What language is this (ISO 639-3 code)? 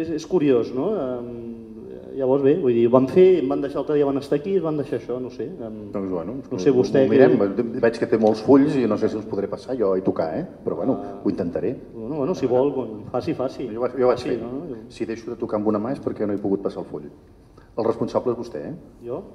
cat